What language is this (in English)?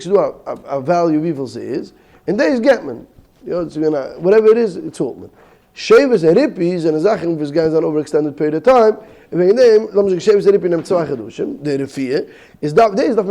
Yiddish